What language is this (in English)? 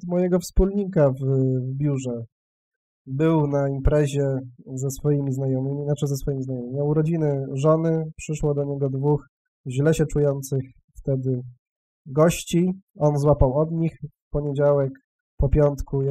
Polish